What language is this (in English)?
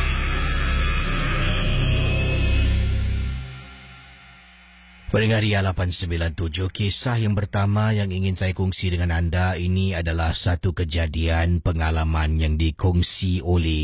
Malay